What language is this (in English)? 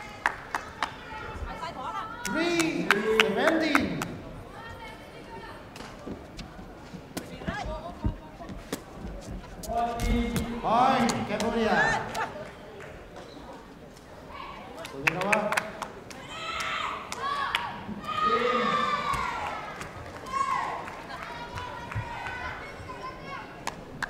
Malay